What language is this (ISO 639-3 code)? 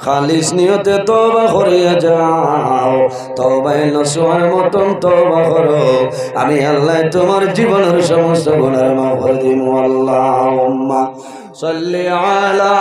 syl